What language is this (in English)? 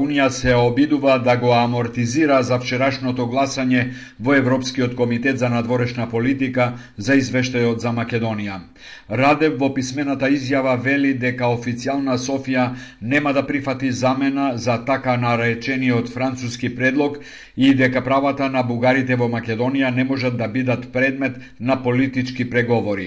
Macedonian